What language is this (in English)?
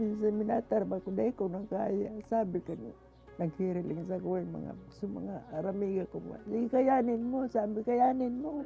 Bikol